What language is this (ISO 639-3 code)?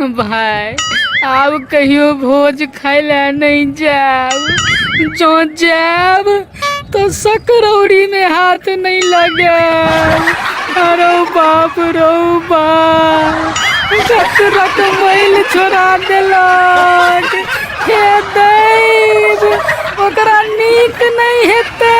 mai